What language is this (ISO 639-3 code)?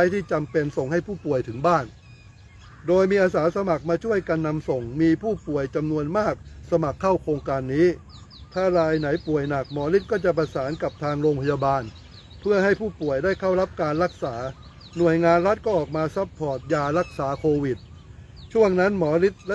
tha